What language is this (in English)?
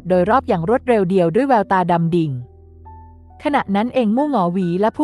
Thai